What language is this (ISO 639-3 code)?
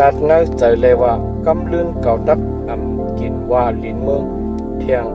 shn